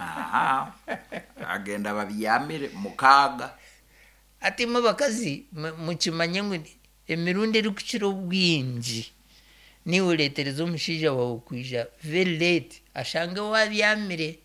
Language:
Nyankole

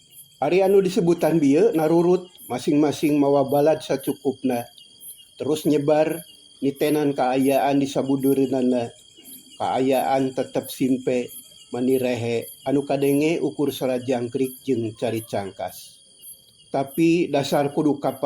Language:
Sundanese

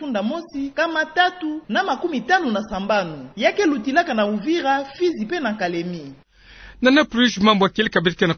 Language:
Kituba (Democratic Republic of Congo)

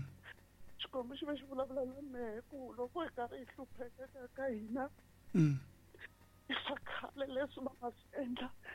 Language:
Tsonga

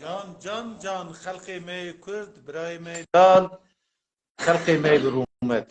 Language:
Kurdish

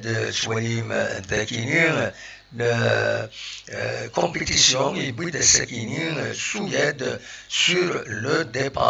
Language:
Kabyle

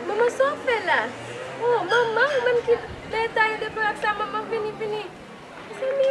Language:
Haitian Creole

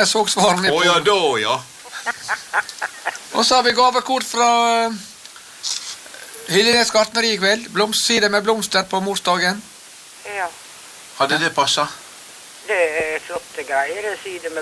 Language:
Norwegian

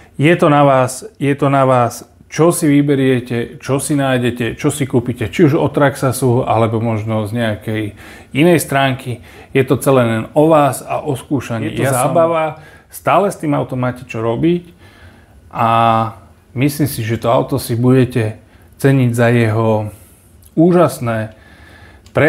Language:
Slovak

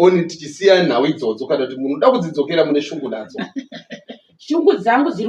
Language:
Shona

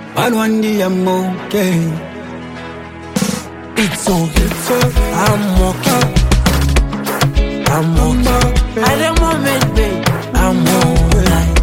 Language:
Lozi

